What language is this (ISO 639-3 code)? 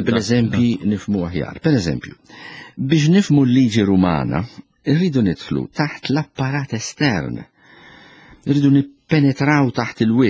mlt